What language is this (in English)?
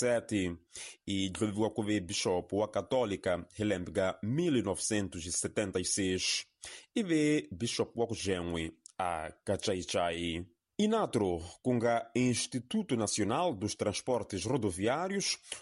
Tsonga